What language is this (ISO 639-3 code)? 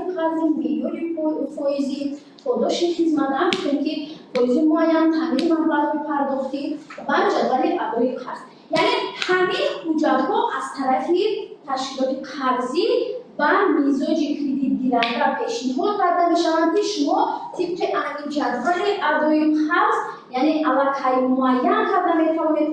tgk